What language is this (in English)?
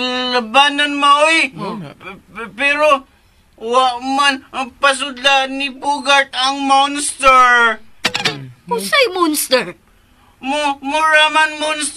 Cebuano